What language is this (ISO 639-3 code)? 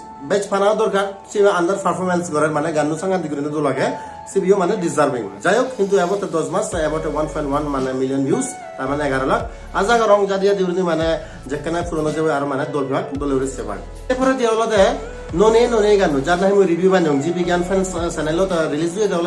ccp